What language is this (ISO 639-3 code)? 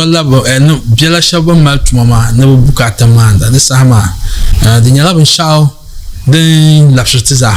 dag